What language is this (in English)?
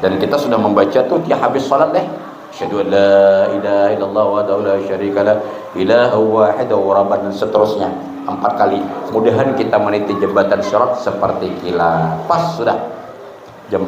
Banjar